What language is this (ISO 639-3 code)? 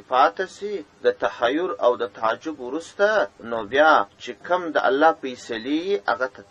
pus